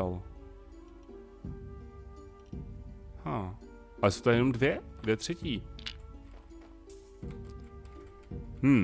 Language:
Czech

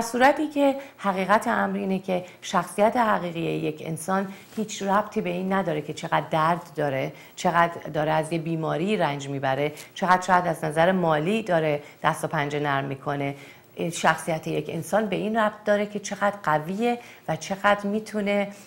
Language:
Persian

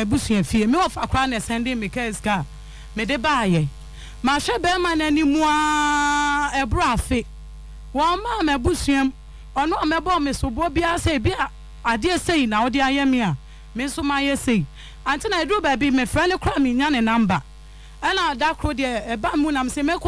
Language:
Akan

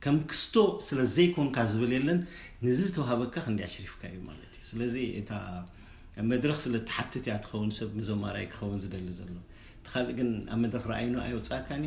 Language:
Tigrinya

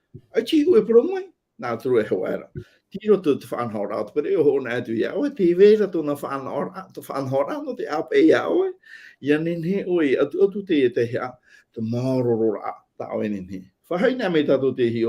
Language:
Tahitian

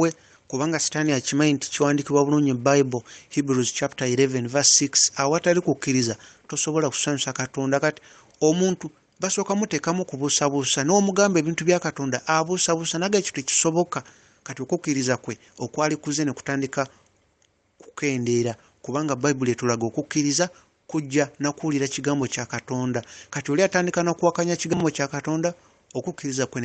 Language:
Ganda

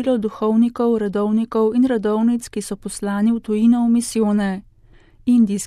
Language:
Slovenian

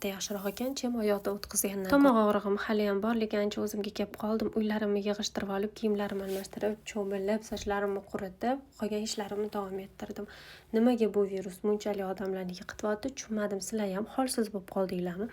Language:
Uzbek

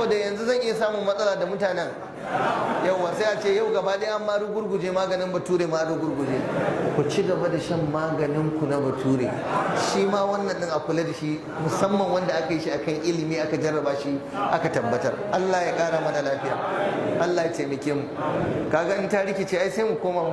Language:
Hausa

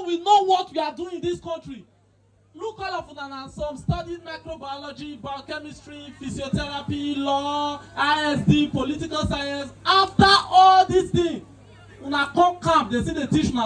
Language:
Nigerian Pidgin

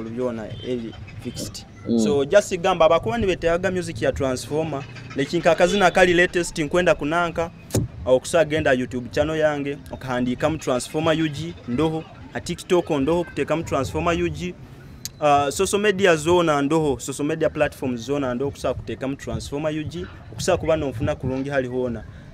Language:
Nyoro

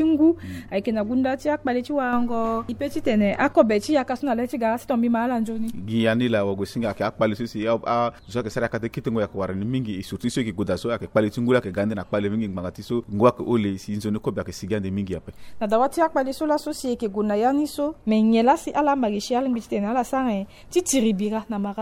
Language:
Sango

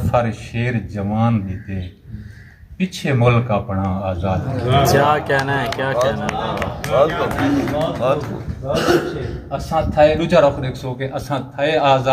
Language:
Saraiki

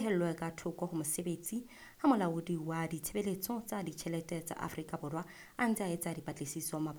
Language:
Southern Sotho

